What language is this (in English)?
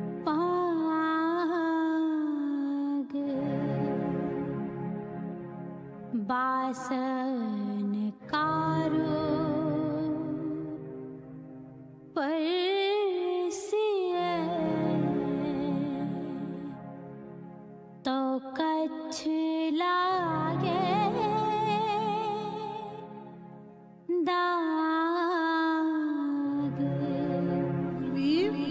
Punjabi